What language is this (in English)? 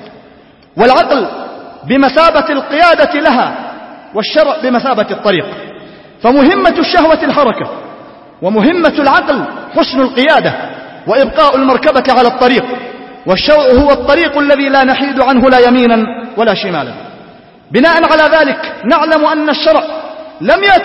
Arabic